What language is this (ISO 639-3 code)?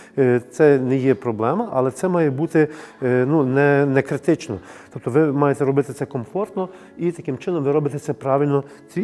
ukr